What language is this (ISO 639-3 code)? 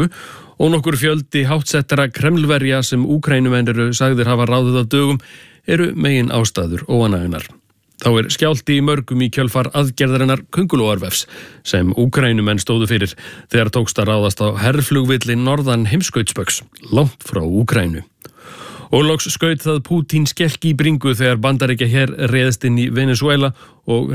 isl